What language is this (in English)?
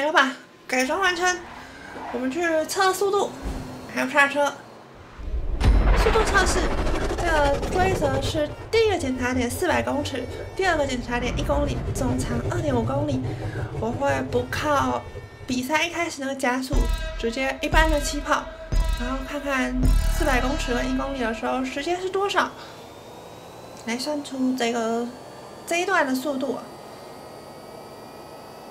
Chinese